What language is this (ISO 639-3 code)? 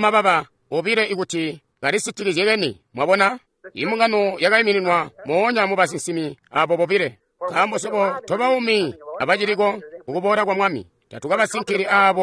toi